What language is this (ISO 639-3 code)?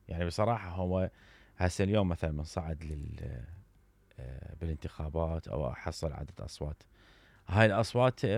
acm